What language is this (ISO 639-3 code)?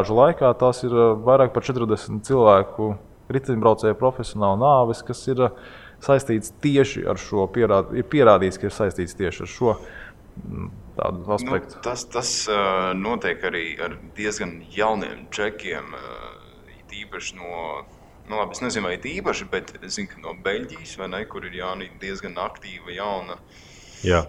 lav